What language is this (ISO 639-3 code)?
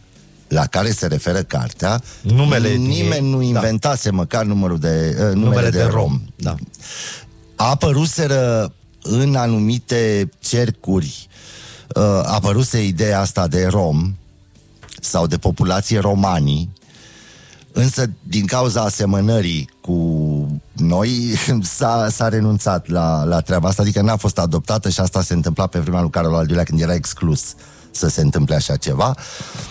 ron